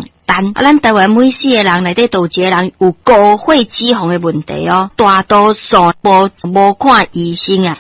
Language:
Min Nan Chinese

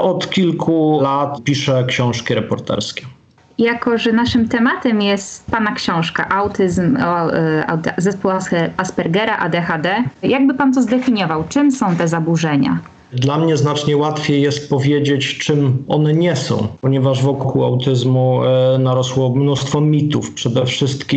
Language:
Polish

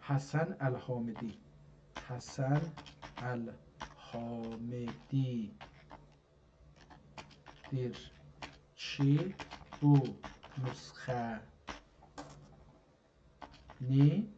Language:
South Azerbaijani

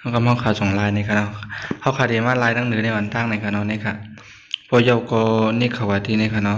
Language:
Shan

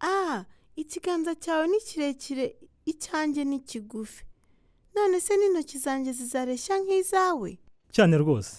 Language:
Kinyarwanda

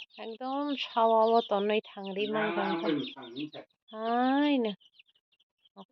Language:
Kok Borok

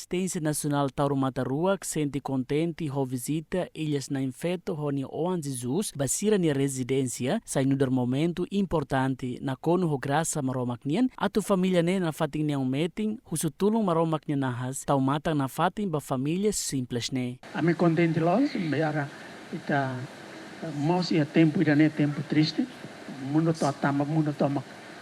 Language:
Tetum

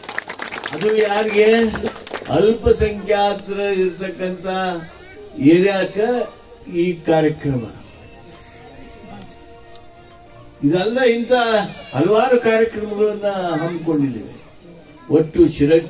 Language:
Kannada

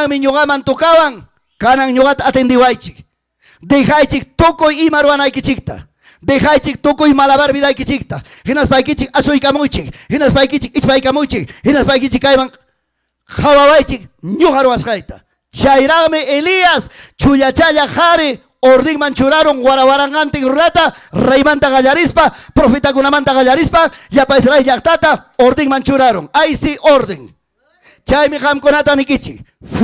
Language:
Ayacucho Quechua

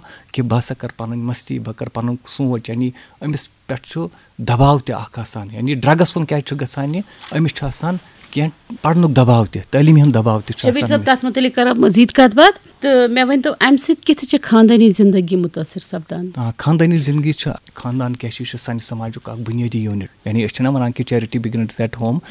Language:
Kashmiri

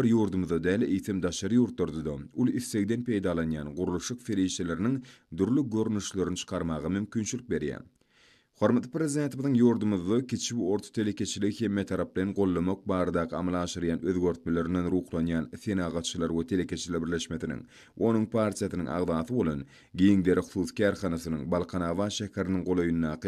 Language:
Turkmen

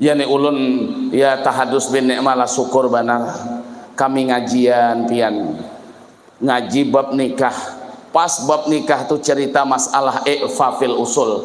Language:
Banjar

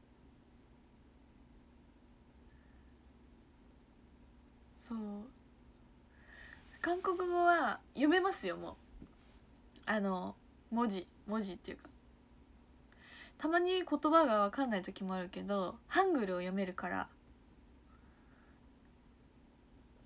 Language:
Japanese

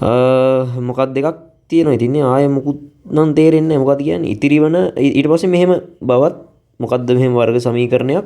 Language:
Sinhala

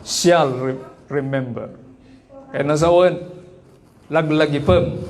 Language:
Iloko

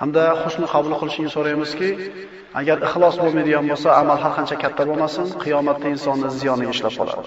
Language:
Uzbek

